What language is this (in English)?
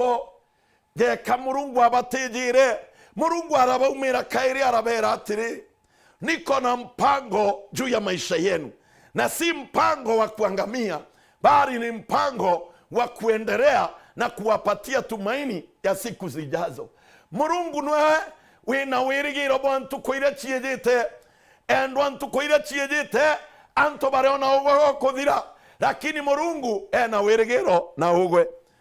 Meru